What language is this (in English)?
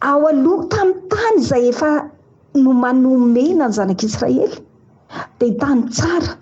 Malagasy